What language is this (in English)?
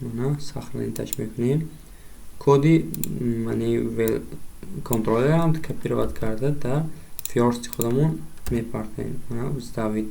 Tajik